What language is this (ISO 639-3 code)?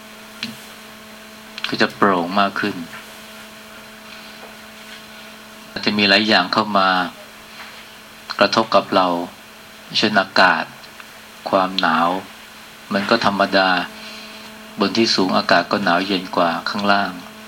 tha